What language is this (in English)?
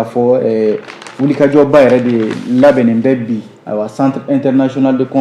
Bambara